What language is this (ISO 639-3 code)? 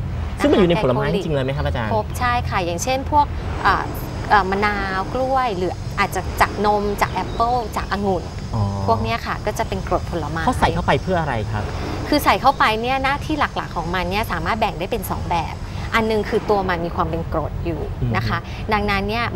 tha